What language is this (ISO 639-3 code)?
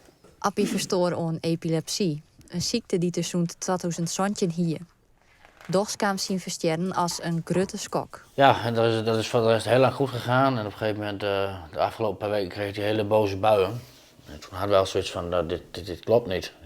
fry